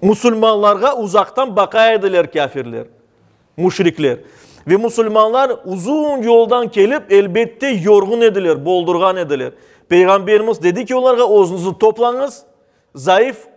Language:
Crimean Tatar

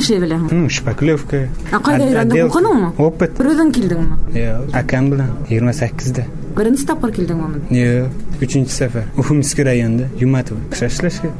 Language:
Bashkir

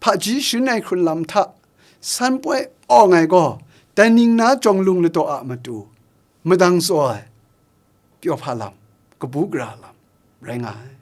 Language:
Kachin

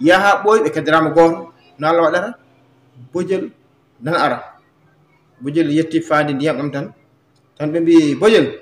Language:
Fula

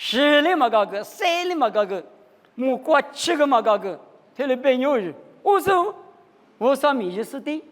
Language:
Lisu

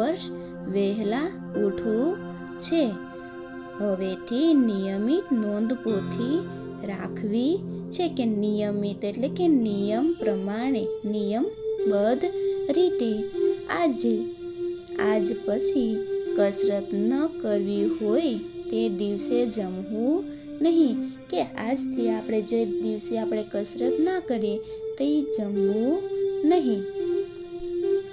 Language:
Gujarati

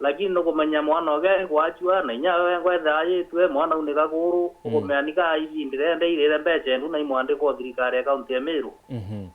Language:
Meru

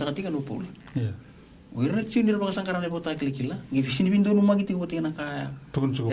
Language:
Fijian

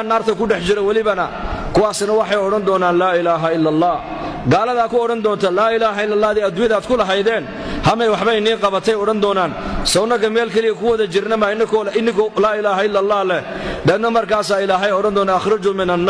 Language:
Somali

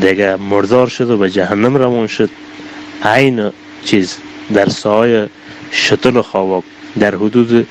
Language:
Persian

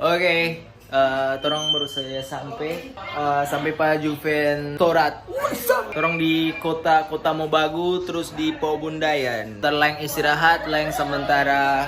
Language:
Manado Malay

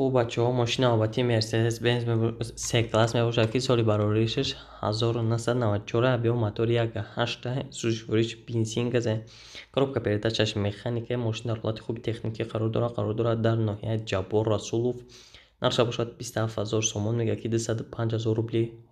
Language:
Tajik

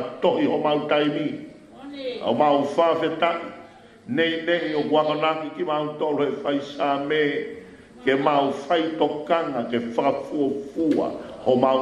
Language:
Tongan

